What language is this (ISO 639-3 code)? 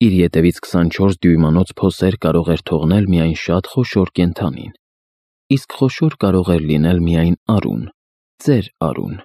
hye